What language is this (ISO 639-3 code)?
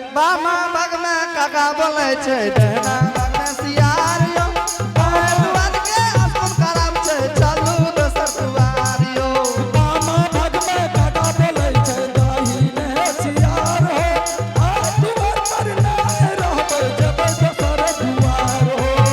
anp